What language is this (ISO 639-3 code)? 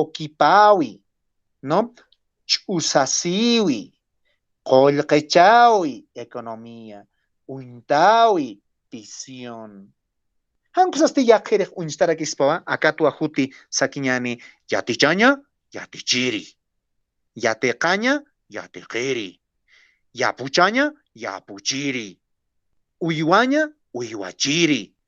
aym